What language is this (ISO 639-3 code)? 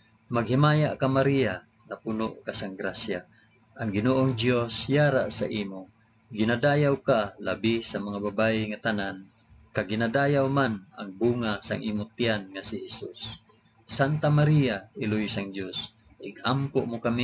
hil